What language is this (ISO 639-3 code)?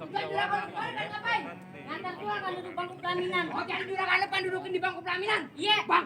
bew